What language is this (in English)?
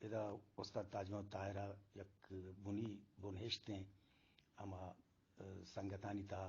Eastern Balochi